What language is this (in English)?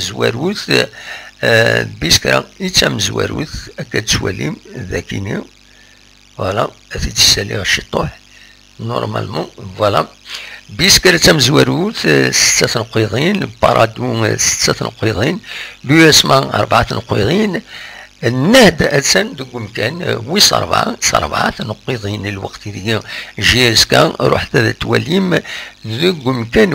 Kabyle